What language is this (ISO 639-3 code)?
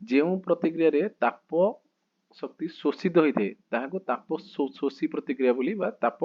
ori